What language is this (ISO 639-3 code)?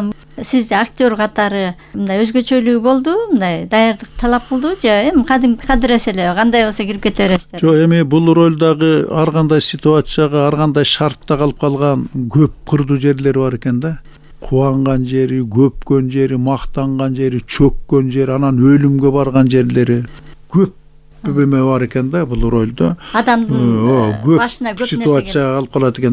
kir